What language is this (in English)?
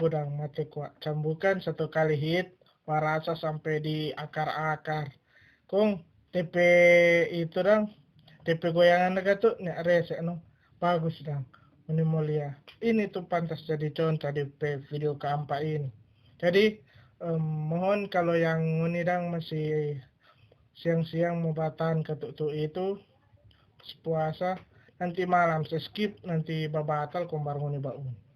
Manado Malay